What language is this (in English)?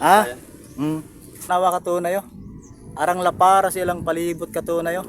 Cebuano